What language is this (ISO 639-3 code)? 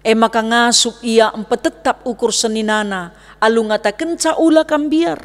btx